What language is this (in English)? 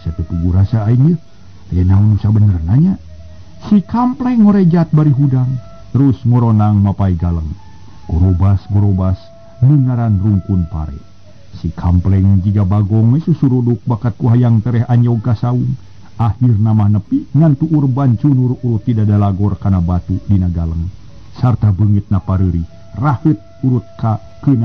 Sundanese